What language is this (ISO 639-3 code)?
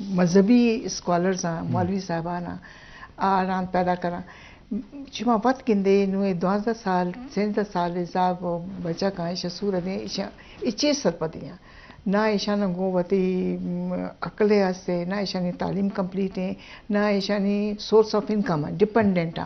bgp